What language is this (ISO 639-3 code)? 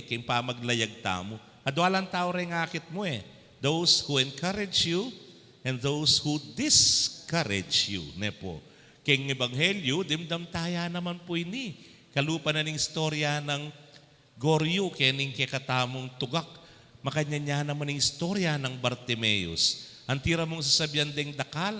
pam